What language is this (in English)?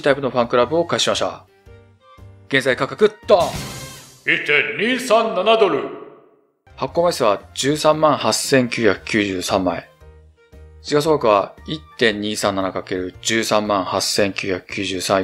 Japanese